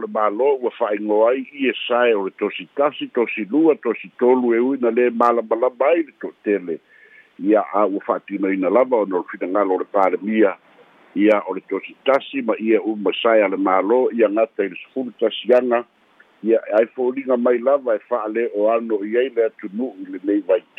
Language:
Samoan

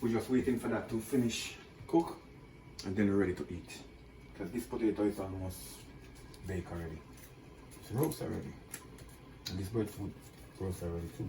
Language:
Jamaican Creole English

